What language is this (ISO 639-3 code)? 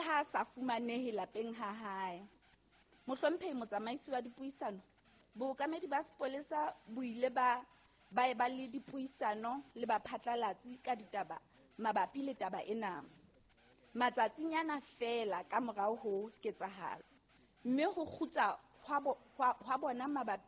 sot